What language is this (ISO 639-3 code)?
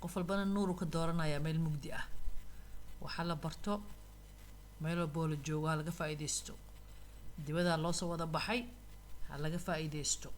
som